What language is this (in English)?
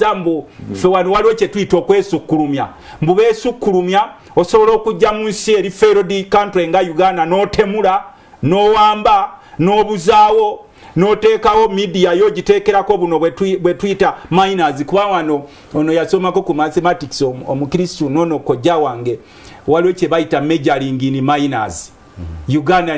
Ganda